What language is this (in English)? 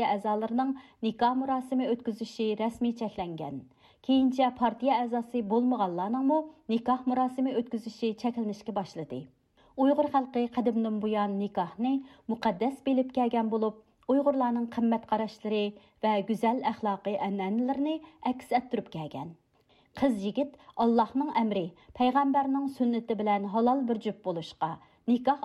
Uyghur